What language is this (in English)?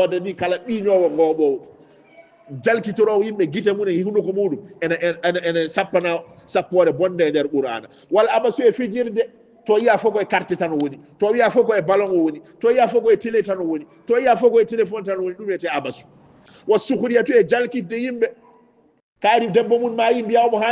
Fula